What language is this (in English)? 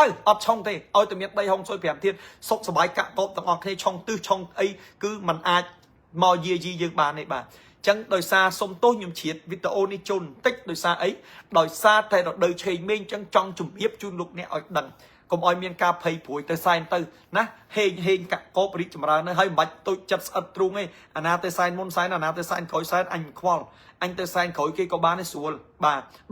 Khmer